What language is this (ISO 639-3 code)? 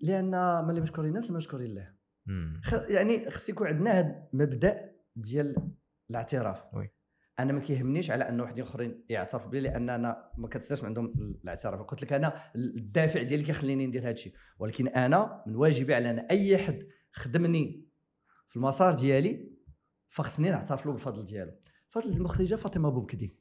ary